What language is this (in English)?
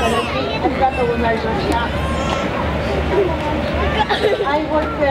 Japanese